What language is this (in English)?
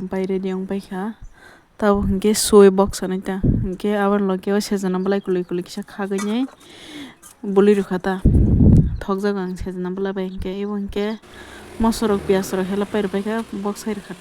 Kok Borok